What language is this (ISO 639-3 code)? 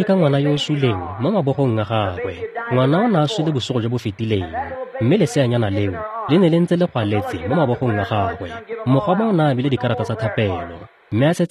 tsn